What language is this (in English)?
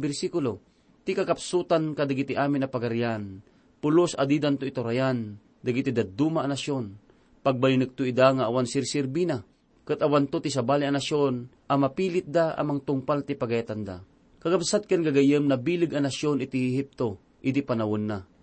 Iloko